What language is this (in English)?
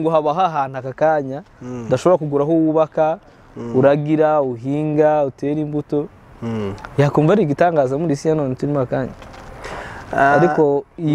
Kinyarwanda